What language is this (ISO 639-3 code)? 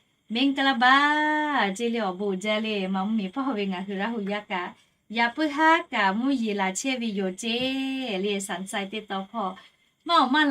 lhu